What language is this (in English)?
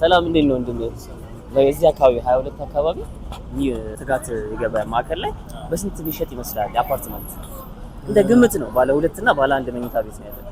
Amharic